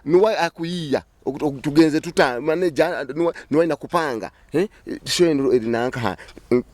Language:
Nyoro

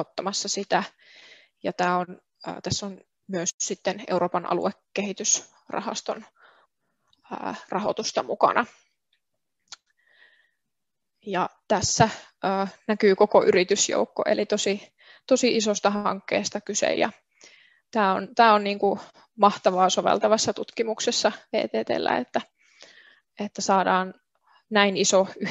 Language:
Finnish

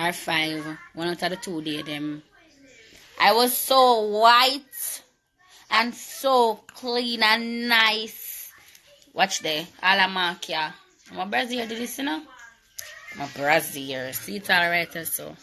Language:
Jamaican Creole English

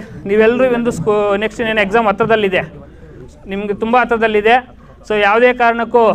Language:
Kannada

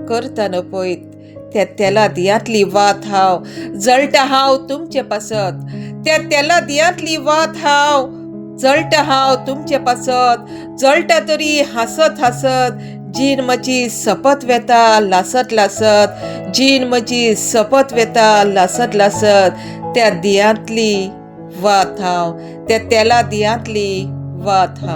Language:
Konkani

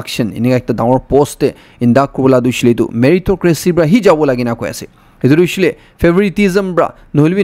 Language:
Naga Pidgin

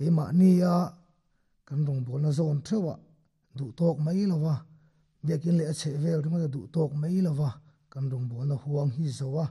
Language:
Mizo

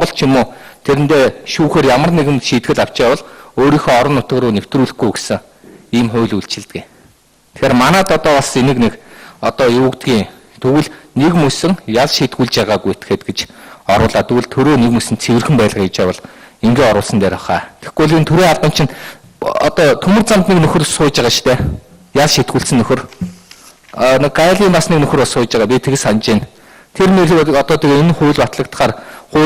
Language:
Mongolian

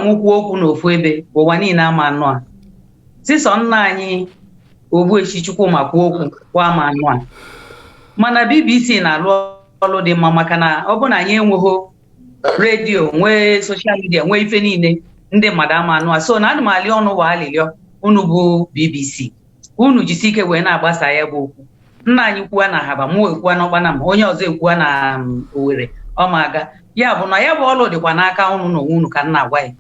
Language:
Igbo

